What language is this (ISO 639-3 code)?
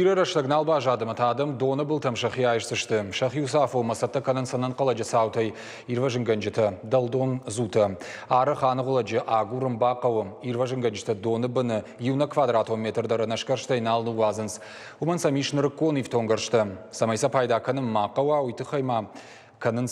oss